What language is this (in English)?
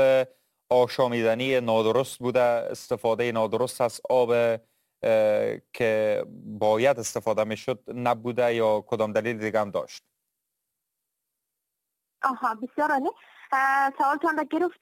Persian